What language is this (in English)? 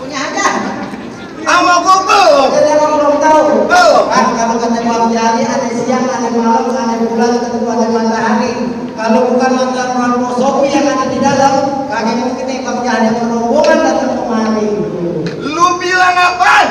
Betawi